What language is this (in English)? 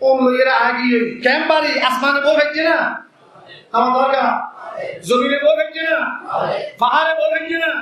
Rohingya